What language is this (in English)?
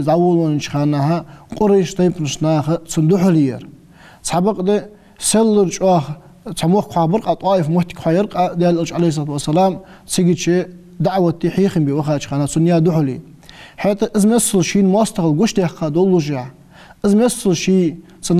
Ingush